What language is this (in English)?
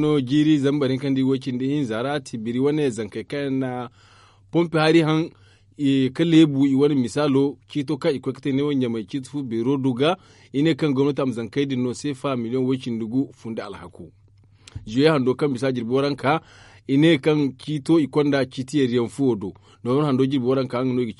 Zarma